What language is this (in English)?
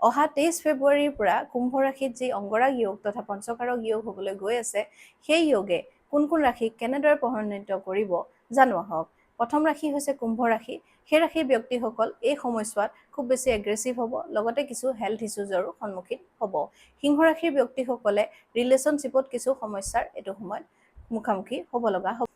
Assamese